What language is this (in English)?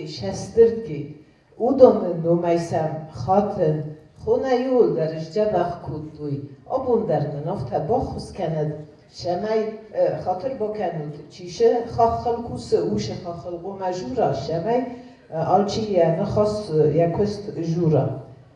Ossetic